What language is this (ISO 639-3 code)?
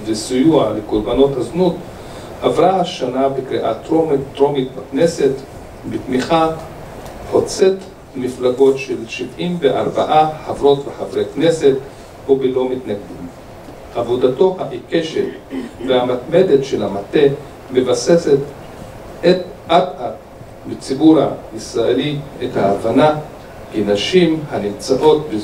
heb